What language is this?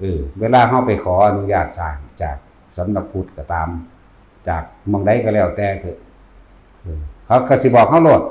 Northeastern Thai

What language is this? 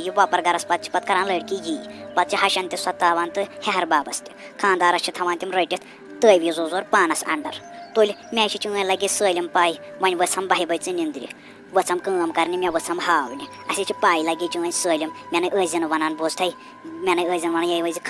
Kashmiri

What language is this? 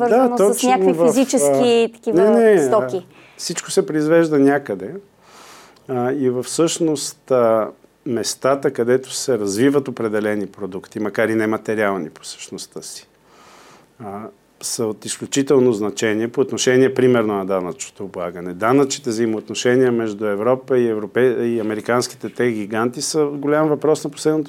Bulgarian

